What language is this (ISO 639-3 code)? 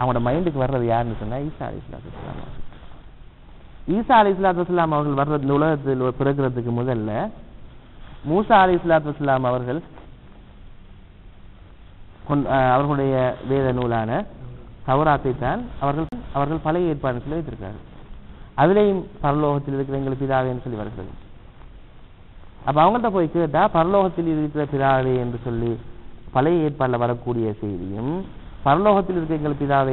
tam